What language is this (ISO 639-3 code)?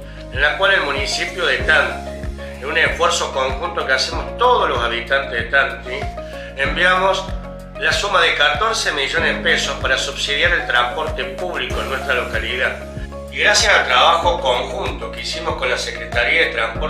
spa